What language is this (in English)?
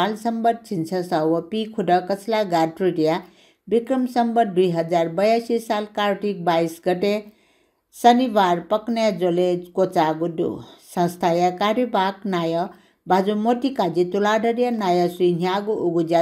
Newari